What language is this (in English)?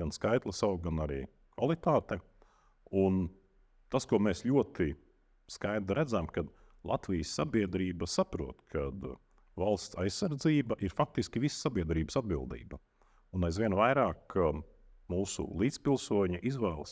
Latvian